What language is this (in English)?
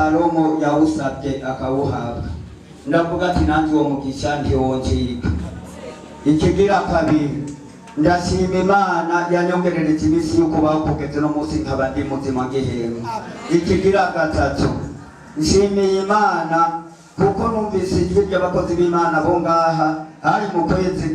Rundi